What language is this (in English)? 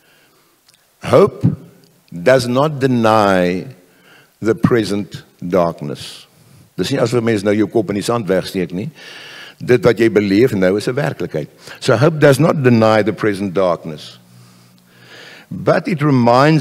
Afrikaans